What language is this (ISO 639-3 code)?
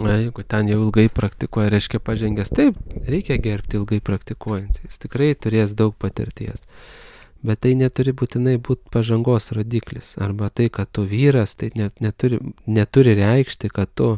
lit